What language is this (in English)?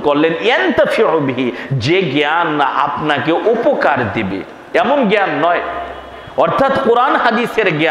Bangla